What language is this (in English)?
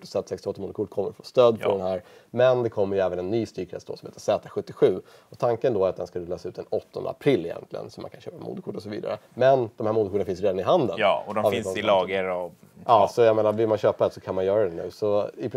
Swedish